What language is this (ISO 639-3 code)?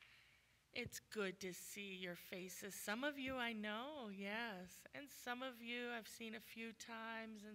eng